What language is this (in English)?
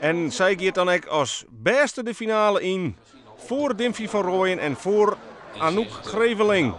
Western Frisian